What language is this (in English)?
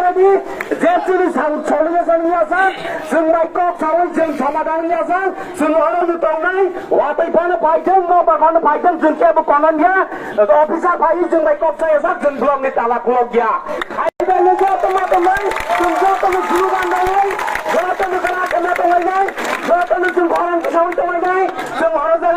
Kok Borok